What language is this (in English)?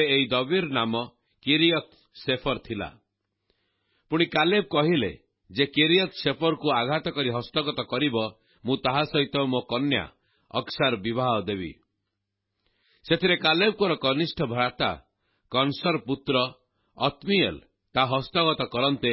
Odia